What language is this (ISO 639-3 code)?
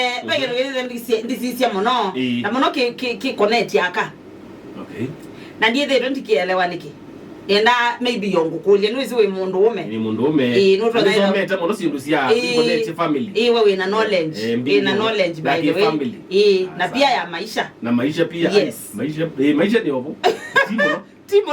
kam